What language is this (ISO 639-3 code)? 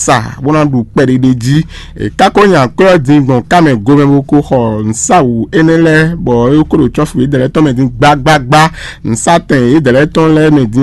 fon